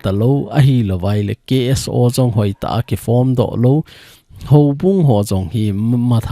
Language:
Thado Chin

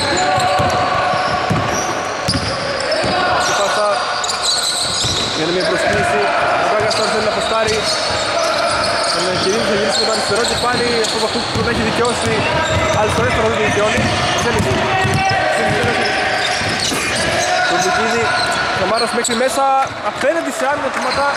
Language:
Greek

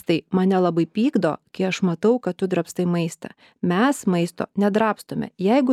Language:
Lithuanian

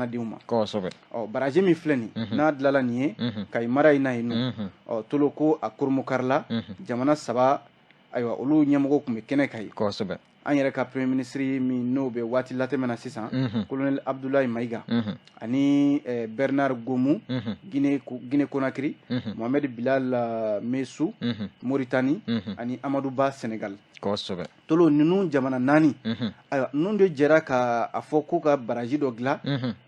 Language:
Bambara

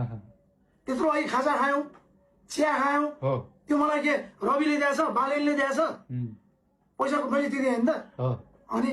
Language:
Nepali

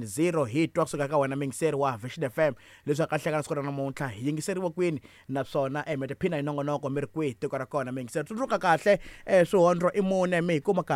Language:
Tsonga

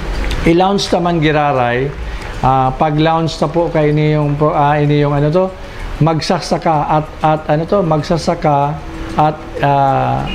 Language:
Bikol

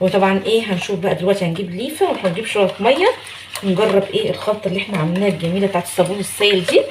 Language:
Egyptian Arabic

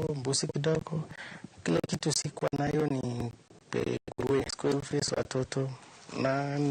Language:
Luo (Kenya and Tanzania)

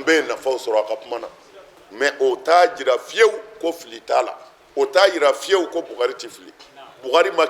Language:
Bambara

